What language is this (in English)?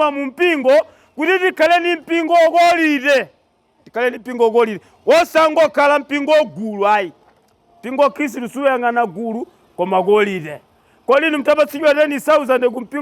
Nyanja